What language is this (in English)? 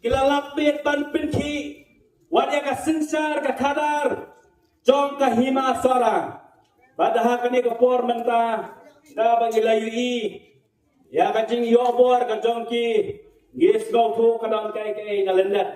Khasi